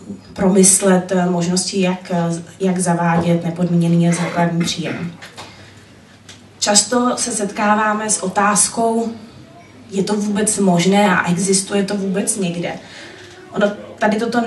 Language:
Czech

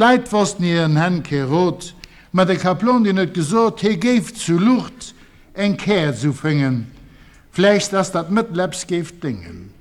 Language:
Luxembourgish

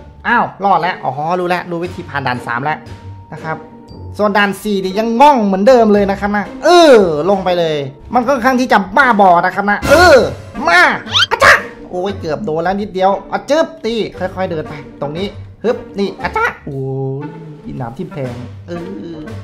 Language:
Thai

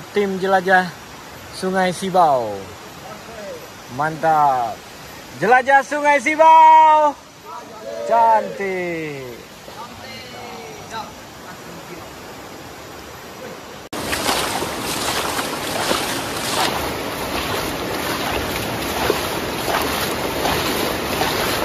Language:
Indonesian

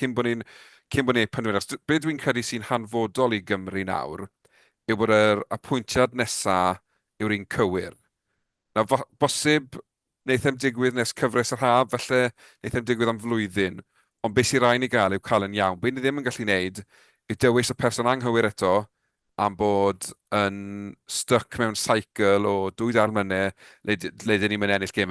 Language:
Welsh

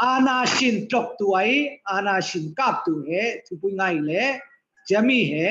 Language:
Falam Chin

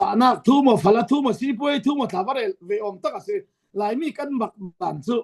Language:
Falam Chin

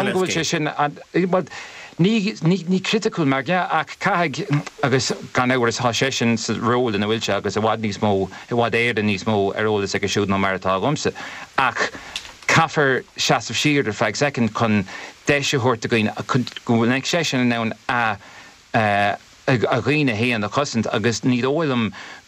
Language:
Irish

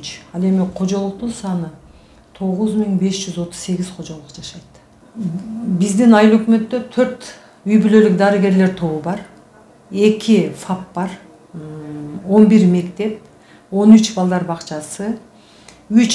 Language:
Kyrgyz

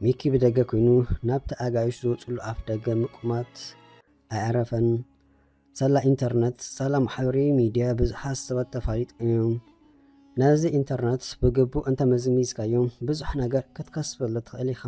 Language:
Tigrinya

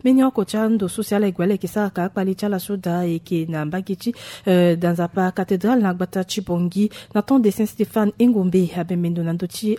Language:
Sango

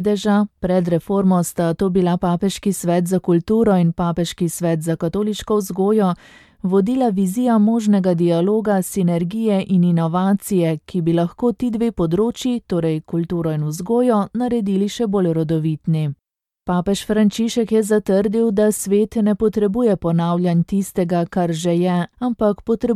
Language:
Slovenian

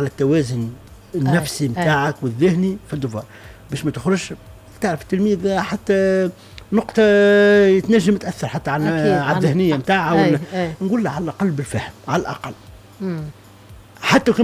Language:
Tunisian Arabic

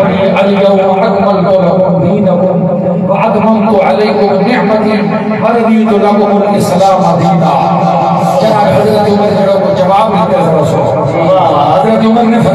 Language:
Saraiki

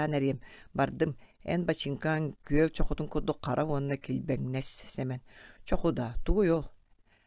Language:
Yakut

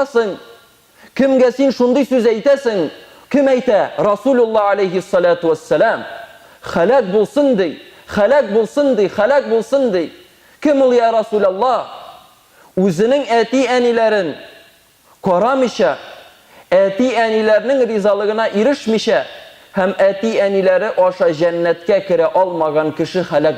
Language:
Tatar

